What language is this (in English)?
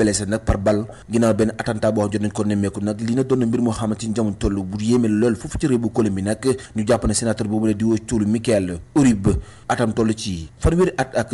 Wolof